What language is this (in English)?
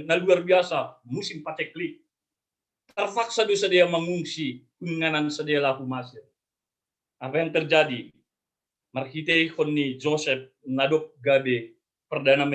Batak Simalungun